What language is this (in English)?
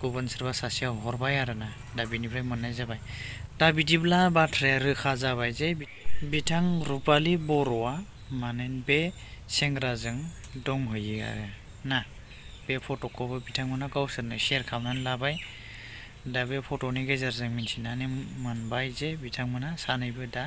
Bodo